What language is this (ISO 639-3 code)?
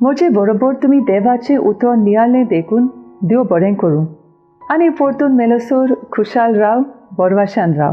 kok